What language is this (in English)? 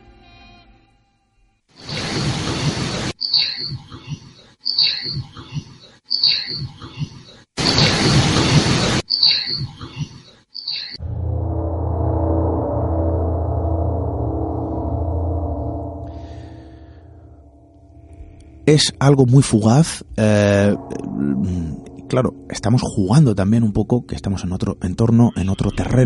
Spanish